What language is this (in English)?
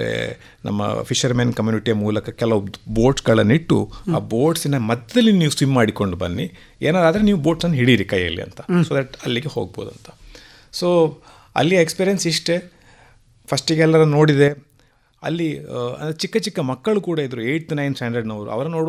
Kannada